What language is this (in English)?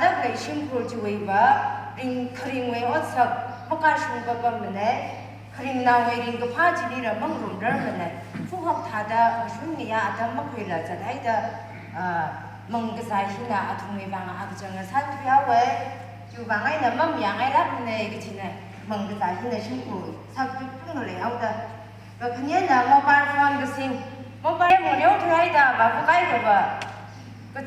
Tangkhul Naga (India)